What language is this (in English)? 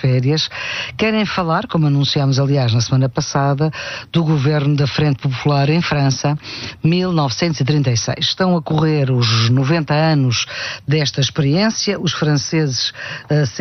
Portuguese